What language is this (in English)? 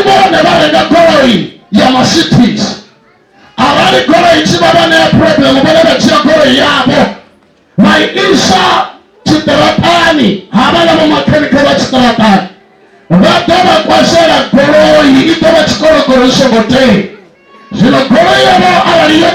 Venda